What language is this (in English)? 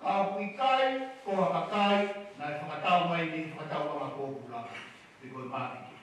Tongan